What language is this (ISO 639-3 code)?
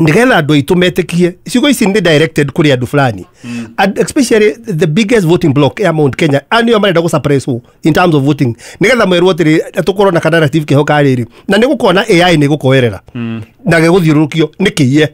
kik